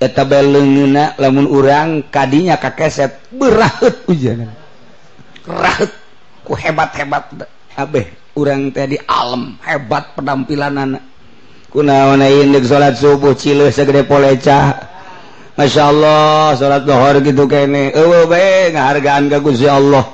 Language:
Sundanese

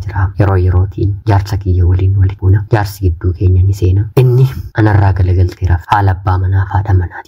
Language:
Oromo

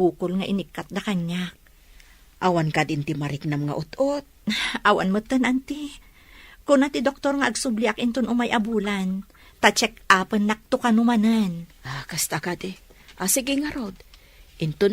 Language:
Iloko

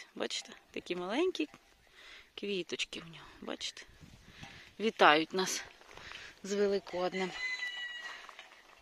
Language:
Ukrainian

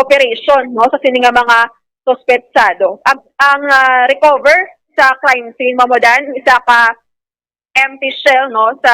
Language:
Hiligaynon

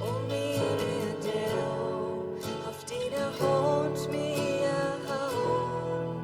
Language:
Plautdietsch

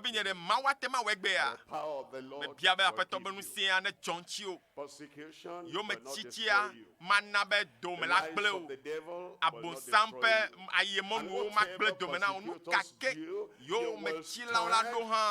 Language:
Ewe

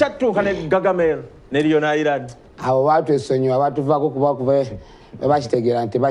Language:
Ganda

